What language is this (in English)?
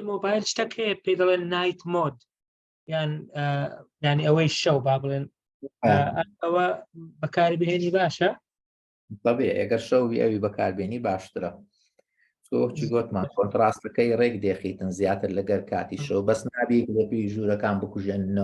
Central Kurdish